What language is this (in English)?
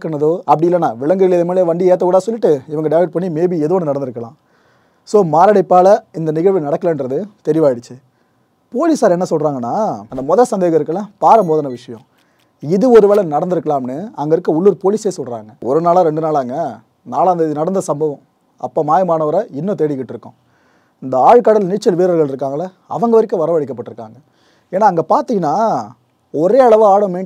Tamil